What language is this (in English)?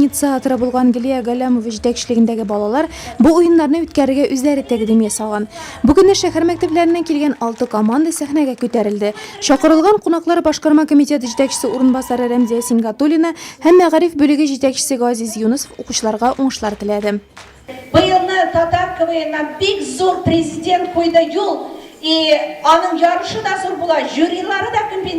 Tatar